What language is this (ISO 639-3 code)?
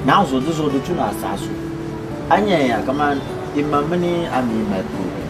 dag